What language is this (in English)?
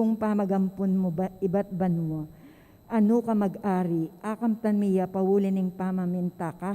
Pampanga